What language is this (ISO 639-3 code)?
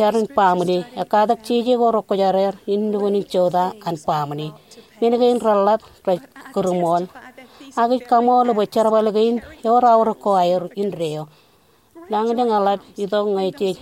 mah